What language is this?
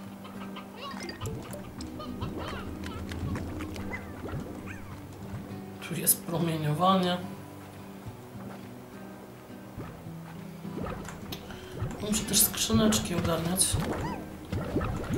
Polish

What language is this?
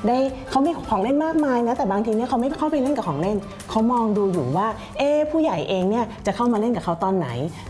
Thai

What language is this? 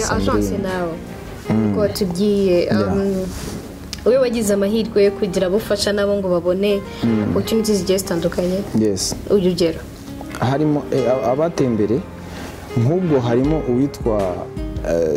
Kinyarwanda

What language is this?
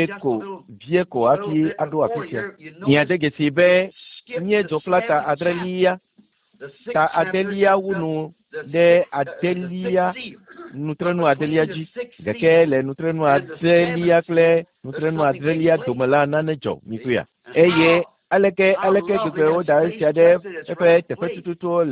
Ewe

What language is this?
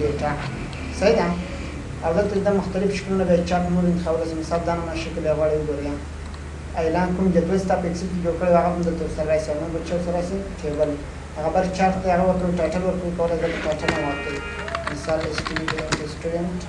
Pashto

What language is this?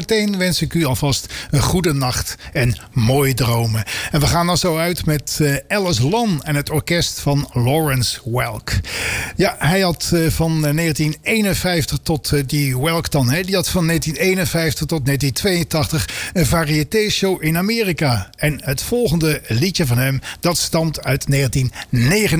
Dutch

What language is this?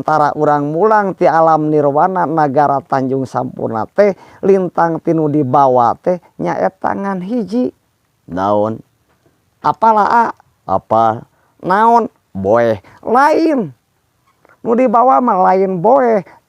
Sundanese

